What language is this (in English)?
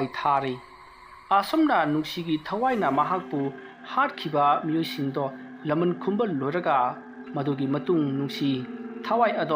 Manipuri